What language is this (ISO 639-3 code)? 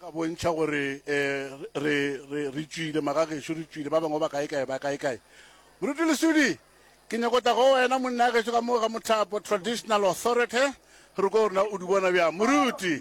nso